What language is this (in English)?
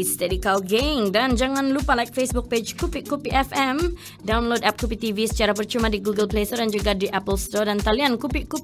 Malay